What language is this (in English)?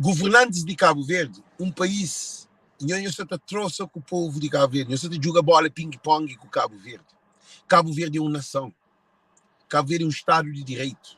Kabuverdianu